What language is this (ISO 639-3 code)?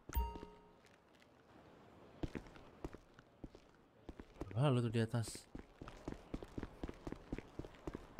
ind